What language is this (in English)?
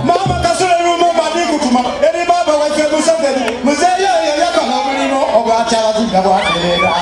Soga